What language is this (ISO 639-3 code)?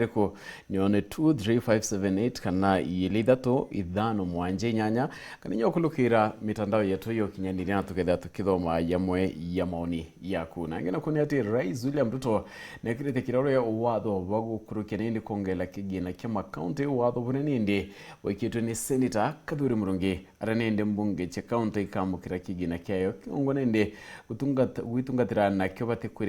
mer